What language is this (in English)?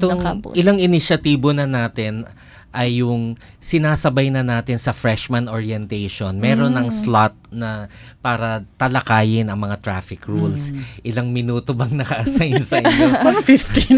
Filipino